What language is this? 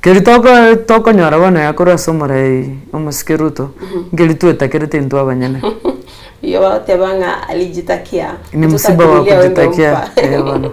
Gusii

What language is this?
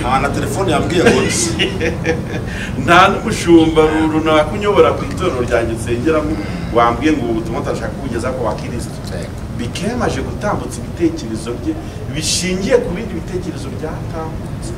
Kinyarwanda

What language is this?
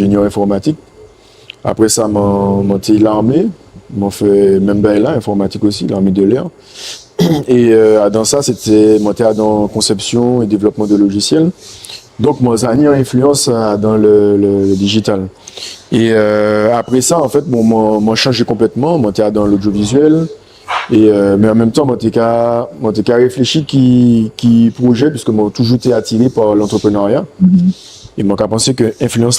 Guadeloupean Creole French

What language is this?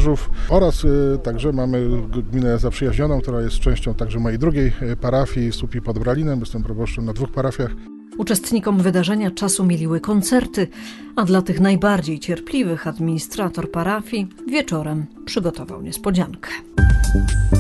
Polish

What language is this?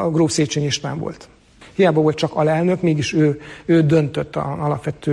Hungarian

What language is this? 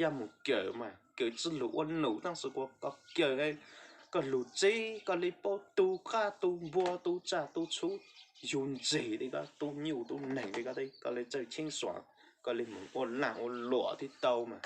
Hmong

